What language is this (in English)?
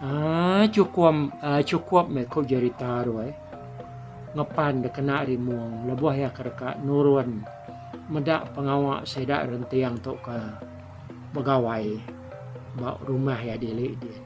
Iban